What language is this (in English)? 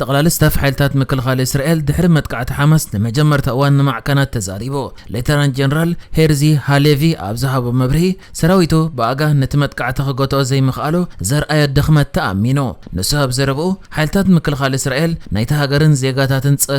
Tigrinya